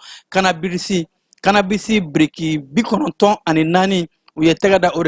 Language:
Bambara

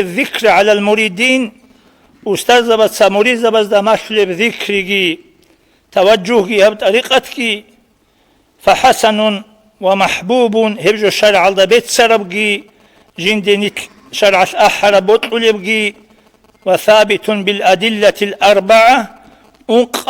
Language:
Avaric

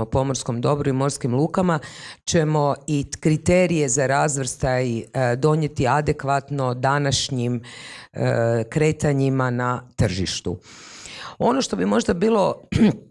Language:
Croatian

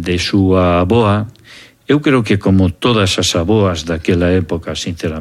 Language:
Galician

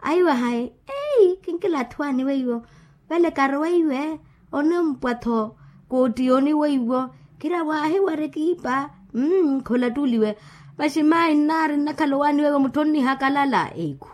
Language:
Makhuwa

